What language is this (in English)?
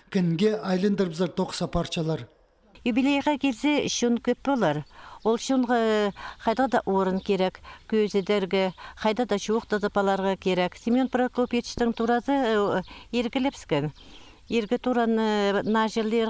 Khakas